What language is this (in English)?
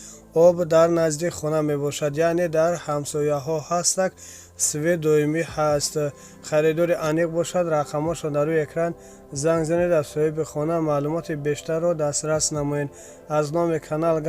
Tajik